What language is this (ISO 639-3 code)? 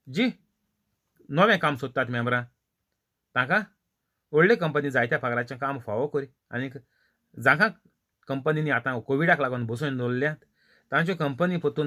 kok